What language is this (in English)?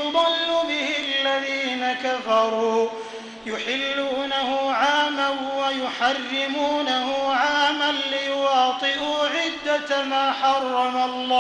Arabic